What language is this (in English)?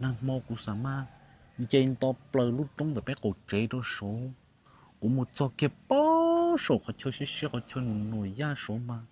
Hmong